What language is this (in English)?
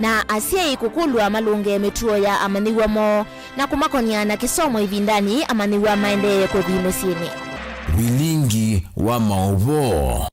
Kamba